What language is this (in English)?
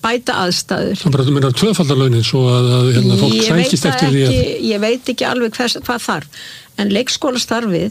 Icelandic